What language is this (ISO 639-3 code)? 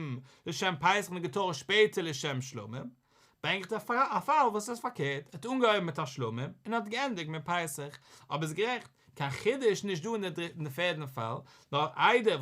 yid